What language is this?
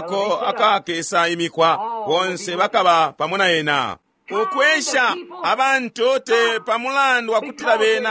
Bemba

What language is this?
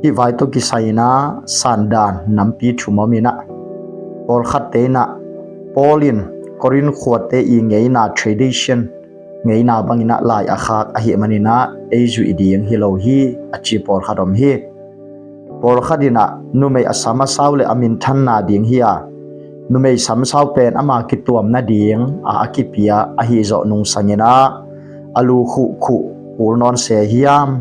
Tedim Chin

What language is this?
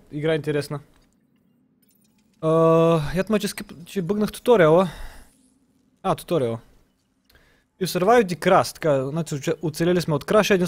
Bulgarian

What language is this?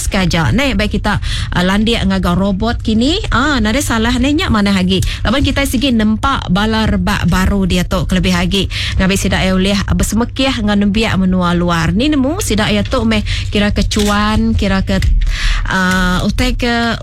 Iban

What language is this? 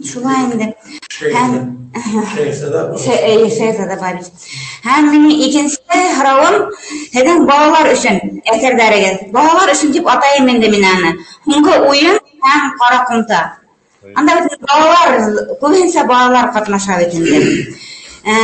Bashkir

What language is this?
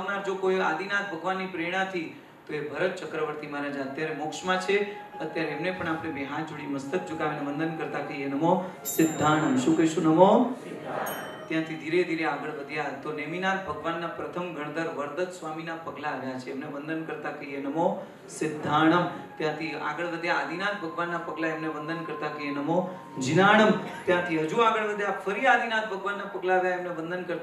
Gujarati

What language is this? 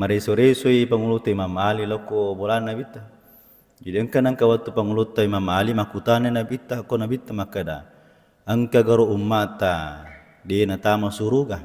Buginese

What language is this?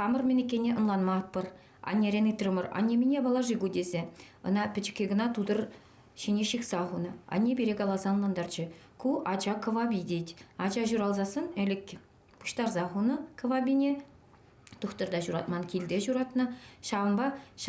Chuvash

